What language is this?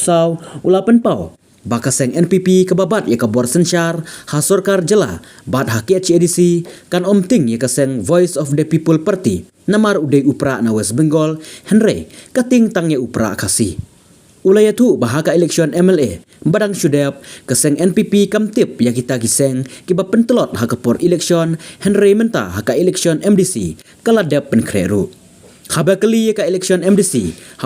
Khasi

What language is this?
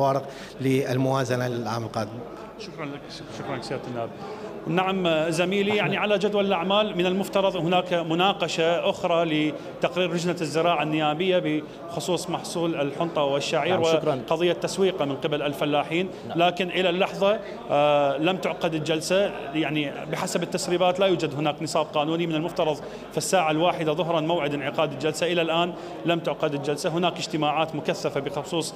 Mesopotamian Arabic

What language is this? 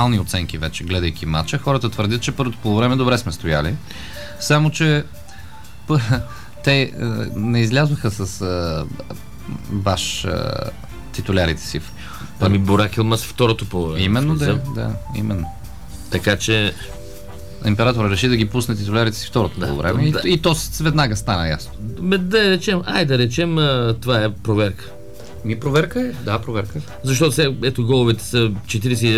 Bulgarian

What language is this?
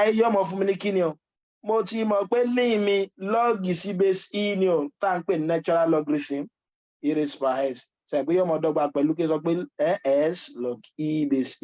Yoruba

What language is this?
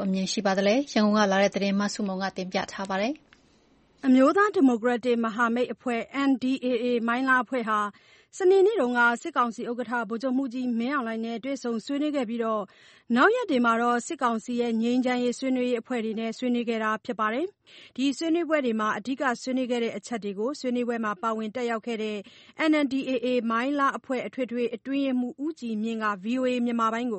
Burmese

